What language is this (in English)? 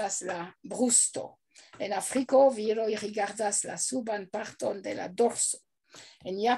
Esperanto